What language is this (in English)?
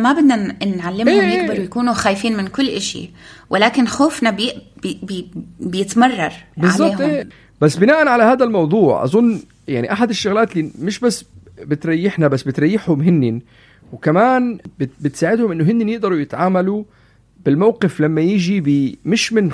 North Levantine Arabic